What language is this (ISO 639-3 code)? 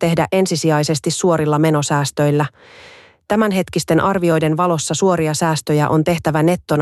fin